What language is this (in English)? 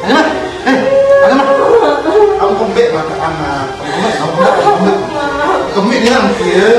Sasak